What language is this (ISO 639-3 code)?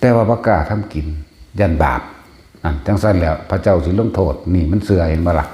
lao